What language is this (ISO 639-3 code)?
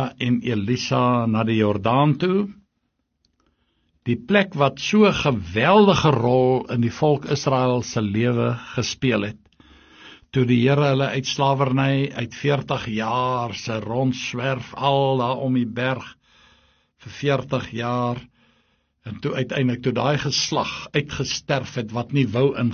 afr